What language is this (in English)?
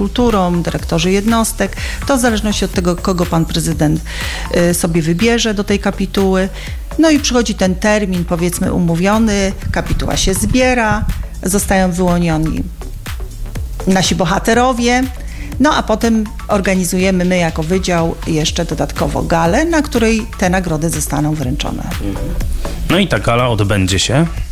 Polish